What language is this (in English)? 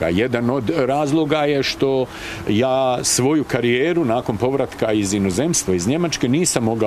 Bosnian